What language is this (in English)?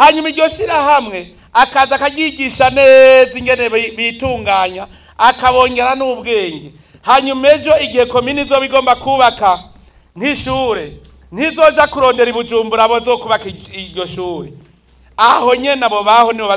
Rundi